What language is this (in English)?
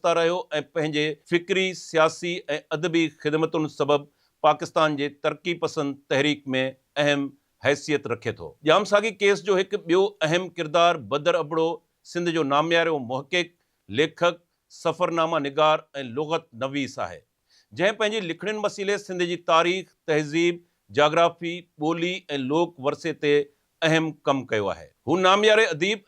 Sindhi